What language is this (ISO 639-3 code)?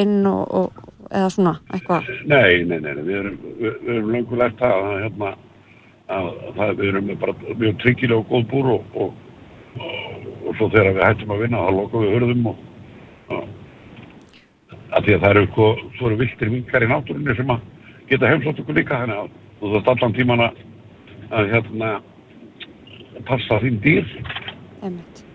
isl